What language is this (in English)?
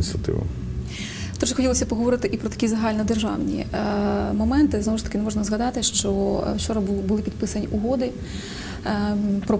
Ukrainian